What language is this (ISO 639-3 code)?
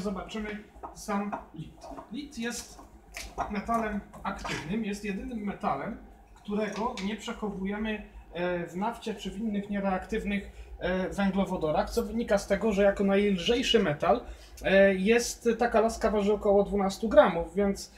pol